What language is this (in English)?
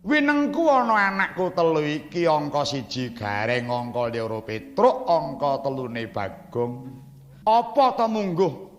Javanese